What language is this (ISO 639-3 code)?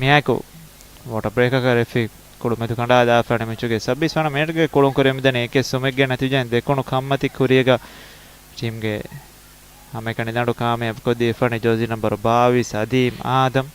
div